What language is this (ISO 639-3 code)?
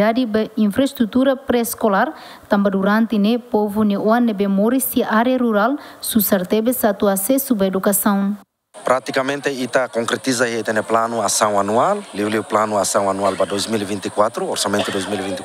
tet